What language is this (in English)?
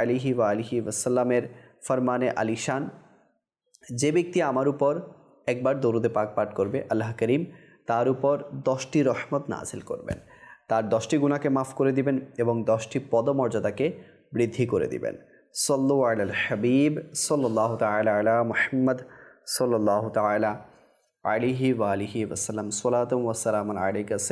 Bangla